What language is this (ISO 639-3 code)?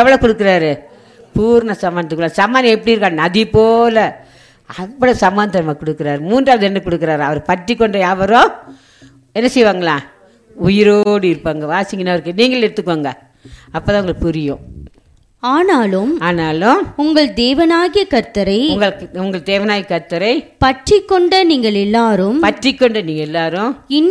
tam